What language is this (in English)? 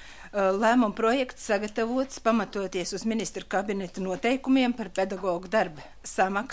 Latvian